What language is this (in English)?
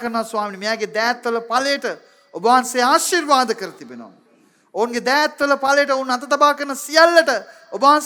Sinhala